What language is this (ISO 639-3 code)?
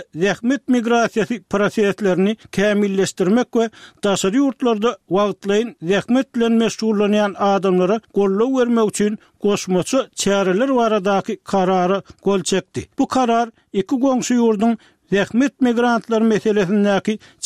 tuk